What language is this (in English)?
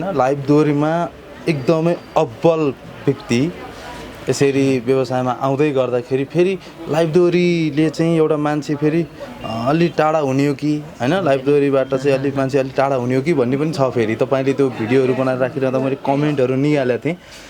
Nepali